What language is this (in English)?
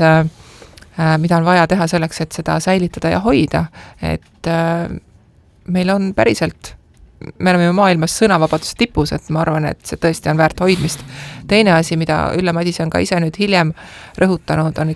Estonian